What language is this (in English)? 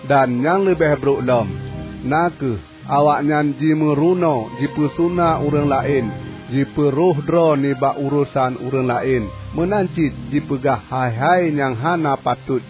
Achinese